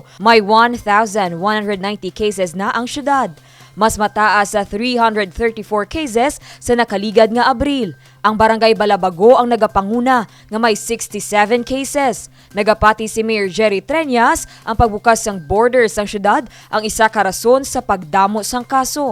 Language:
Hiligaynon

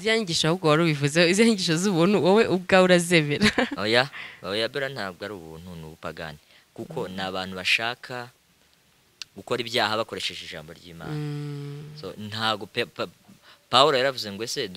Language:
Kinyarwanda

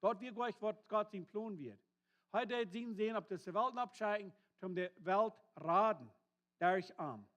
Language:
Plautdietsch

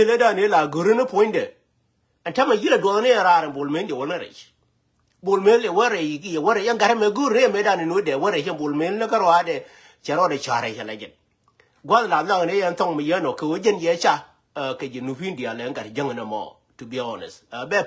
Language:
Nuer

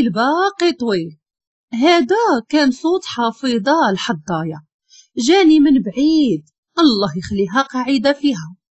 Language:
Moroccan Arabic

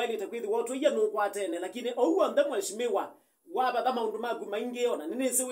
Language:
Kamba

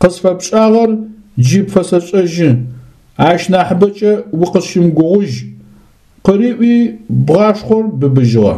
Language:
Adyghe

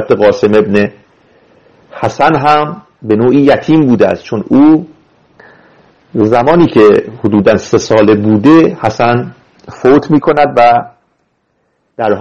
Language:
Persian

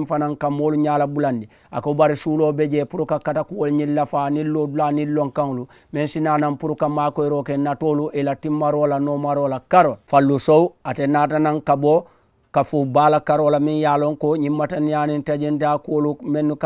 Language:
Mandingo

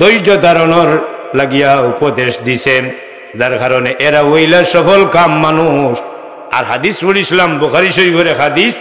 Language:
Sylheti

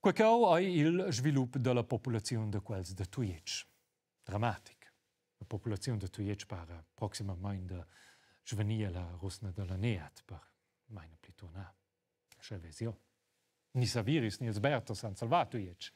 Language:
Romansh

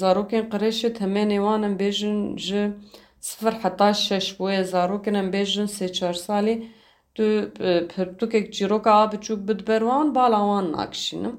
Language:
Kurdish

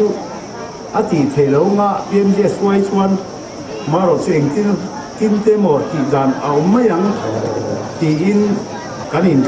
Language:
Mizo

